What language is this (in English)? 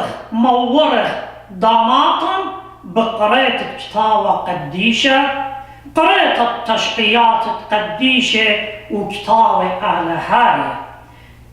Assyrian Neo-Aramaic